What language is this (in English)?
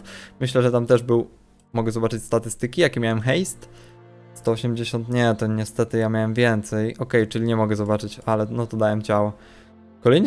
Polish